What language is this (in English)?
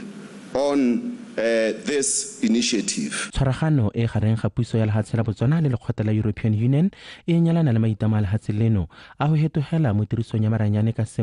Tswana